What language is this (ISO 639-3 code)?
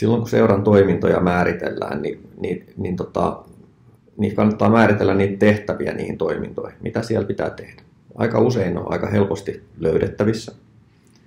fin